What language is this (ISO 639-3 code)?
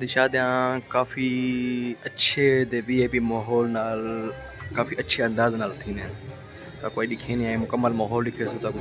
skr